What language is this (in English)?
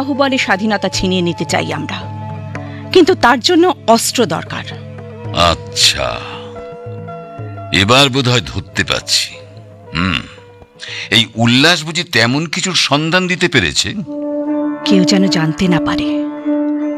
Bangla